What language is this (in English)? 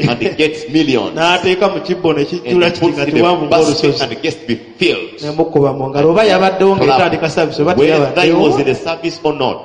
Ganda